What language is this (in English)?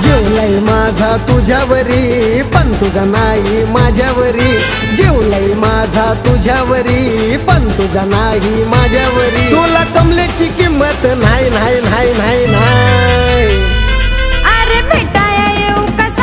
Marathi